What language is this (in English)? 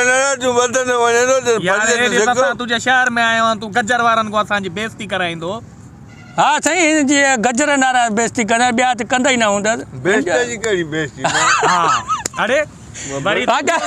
Sindhi